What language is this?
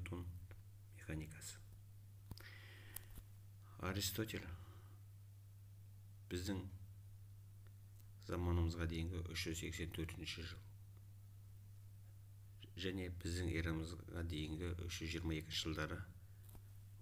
Kazakh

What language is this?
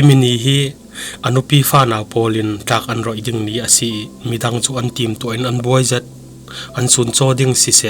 Falam Chin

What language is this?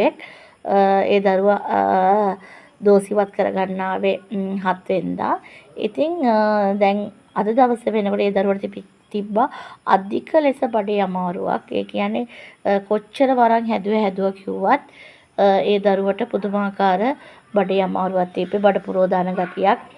Sinhala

